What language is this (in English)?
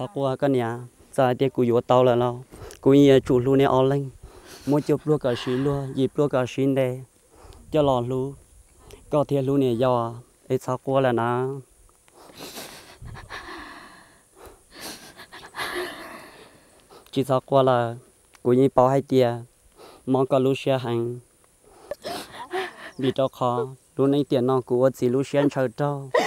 Vietnamese